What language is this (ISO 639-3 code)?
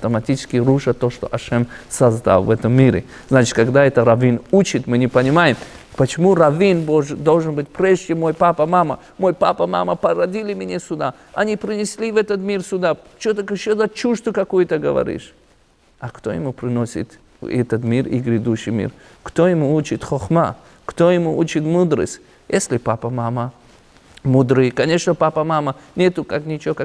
rus